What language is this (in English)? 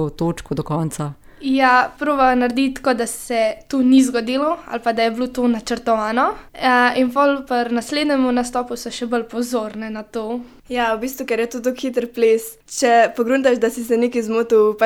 Slovenian